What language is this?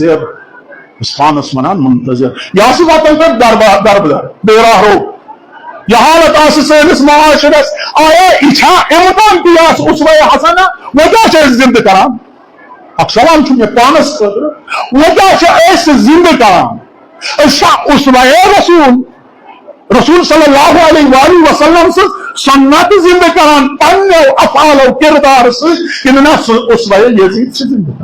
Kashmiri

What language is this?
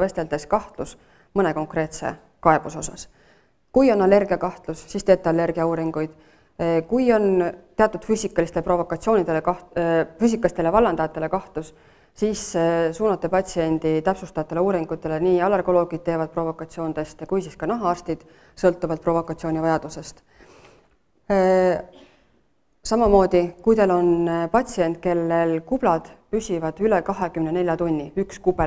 Estonian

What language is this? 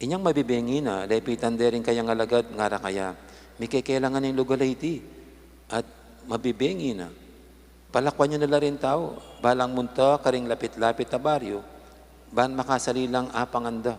Pampanga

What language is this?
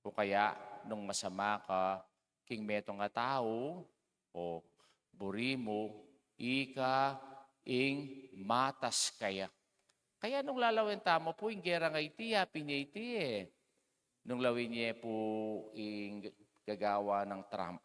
Pampanga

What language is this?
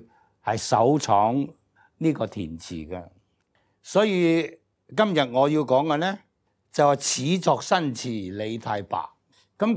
Cantonese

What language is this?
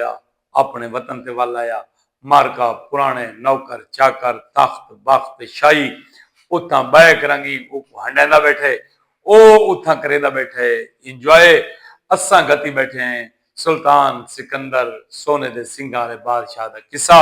Saraiki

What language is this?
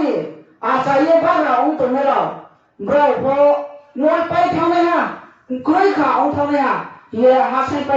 Riang (India)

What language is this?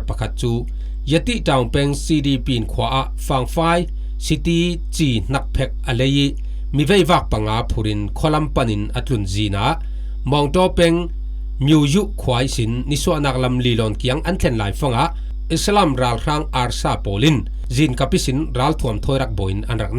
Falam Chin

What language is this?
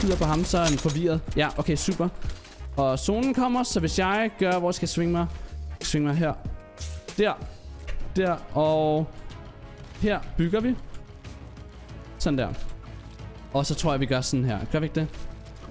Danish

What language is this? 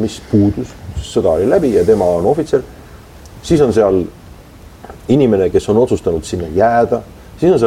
Estonian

